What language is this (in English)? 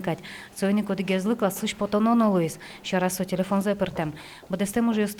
Udmurt